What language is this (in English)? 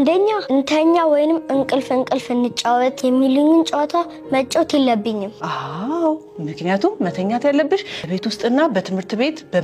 Amharic